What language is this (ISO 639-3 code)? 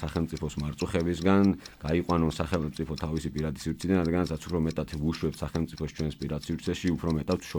kat